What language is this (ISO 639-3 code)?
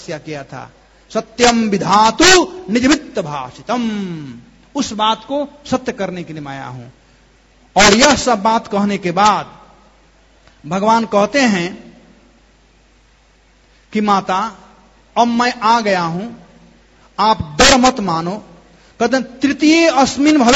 hin